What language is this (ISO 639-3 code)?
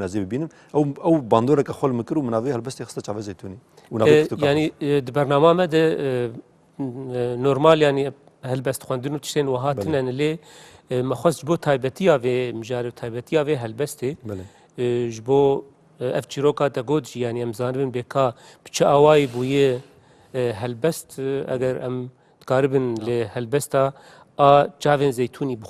kur